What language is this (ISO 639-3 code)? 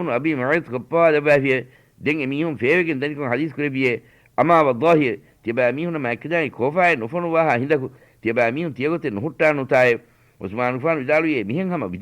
div